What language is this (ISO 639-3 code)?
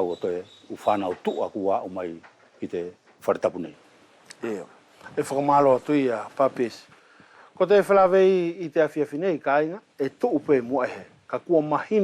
wls